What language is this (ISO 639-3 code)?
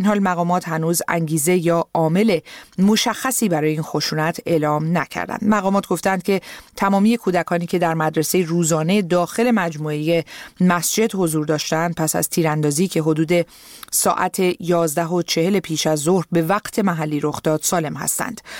fas